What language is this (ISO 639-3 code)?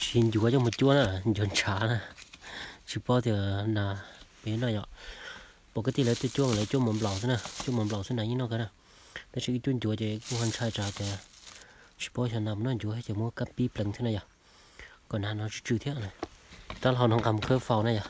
hmn